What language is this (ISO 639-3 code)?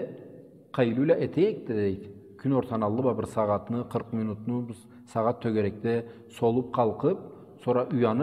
krc